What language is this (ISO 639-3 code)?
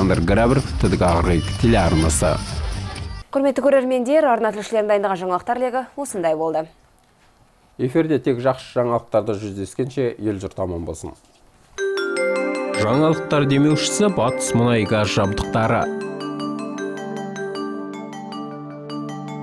kaz